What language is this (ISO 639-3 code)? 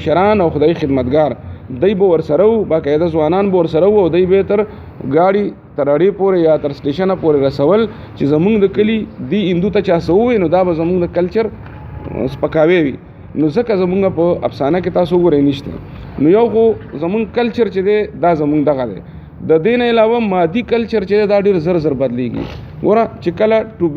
pus